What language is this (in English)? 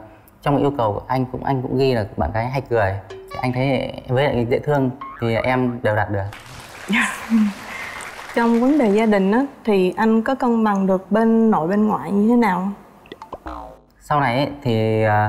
Vietnamese